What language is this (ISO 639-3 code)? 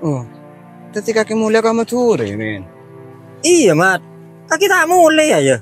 mad